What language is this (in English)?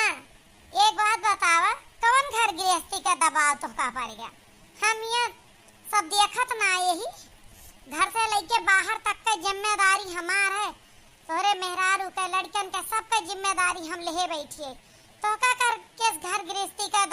Awadhi